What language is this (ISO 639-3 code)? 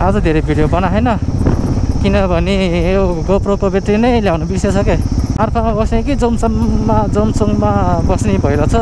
nep